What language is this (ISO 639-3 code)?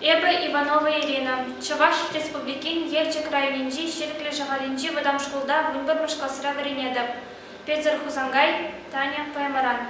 chv